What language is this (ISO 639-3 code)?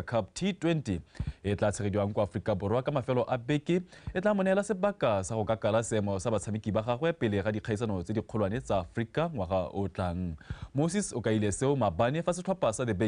tsn